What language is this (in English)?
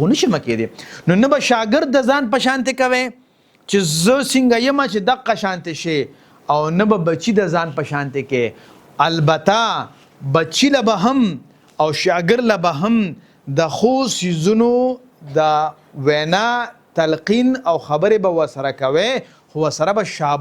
Pashto